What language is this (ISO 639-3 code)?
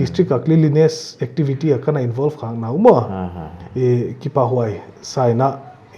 pck